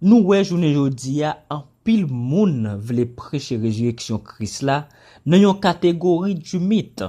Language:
Haitian Creole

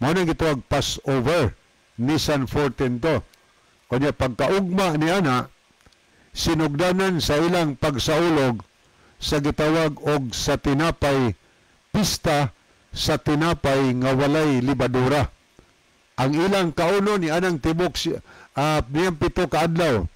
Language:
Cebuano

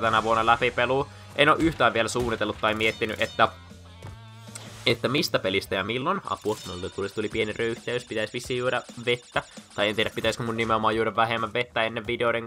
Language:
Finnish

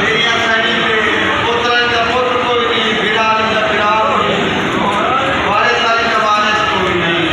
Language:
Saraiki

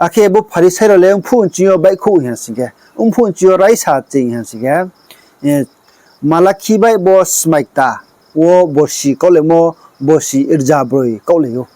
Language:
Riang (India)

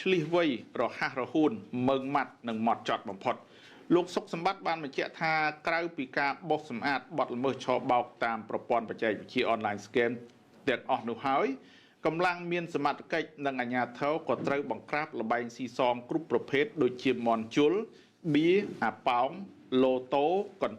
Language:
Khmer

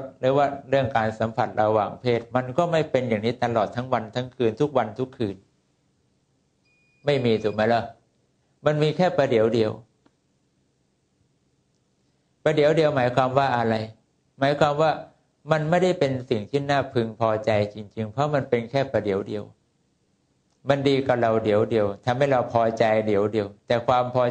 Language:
Thai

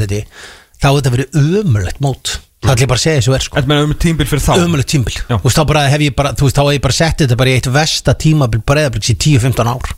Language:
Icelandic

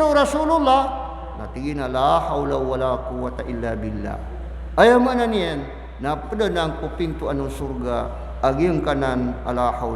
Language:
Maranao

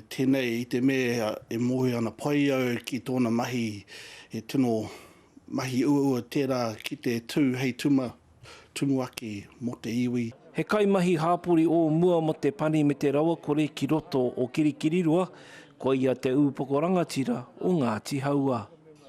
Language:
Māori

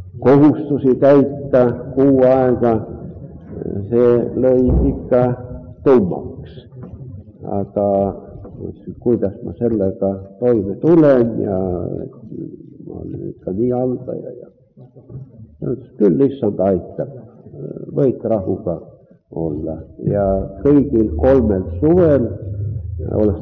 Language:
Estonian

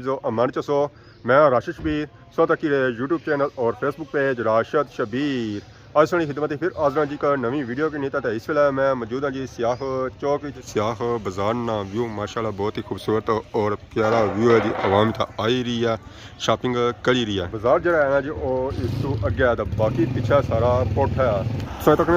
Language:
Pahari-Potwari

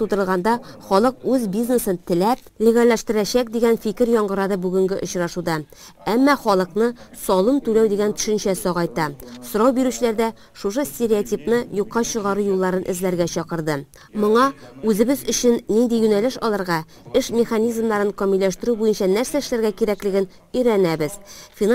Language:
Tatar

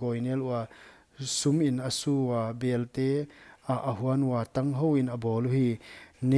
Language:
Paite Chin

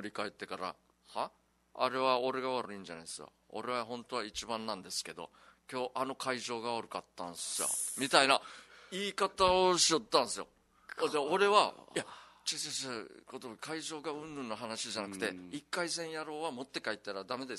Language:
Japanese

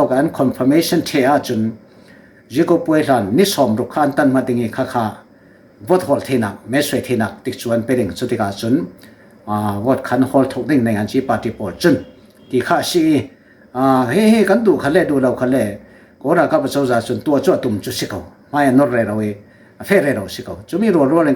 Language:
Falam Chin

